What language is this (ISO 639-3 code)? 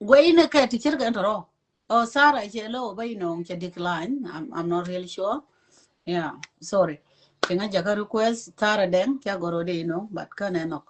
nus